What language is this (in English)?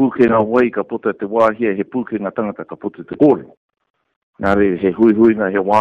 Māori